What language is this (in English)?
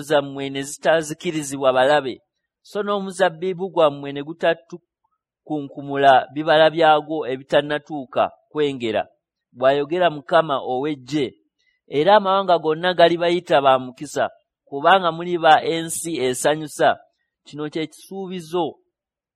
Ganda